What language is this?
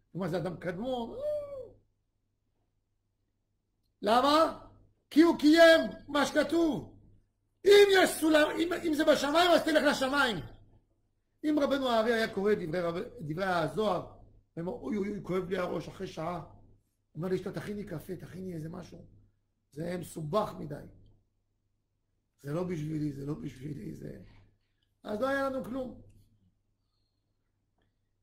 Hebrew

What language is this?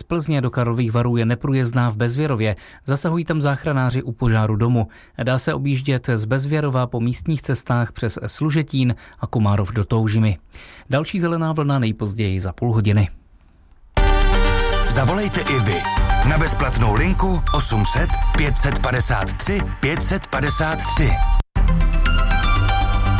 Czech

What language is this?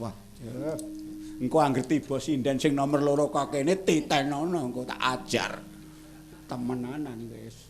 Javanese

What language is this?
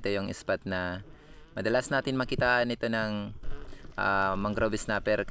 Filipino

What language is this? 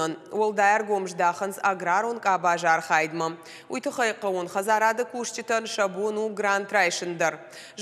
Ossetic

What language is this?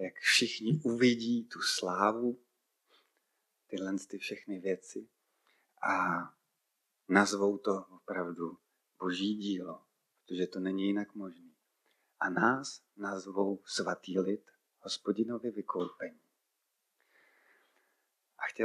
Czech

